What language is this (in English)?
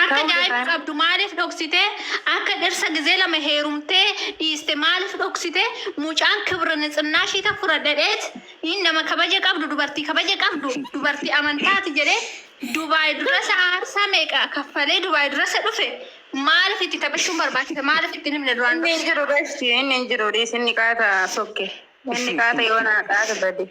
Oromo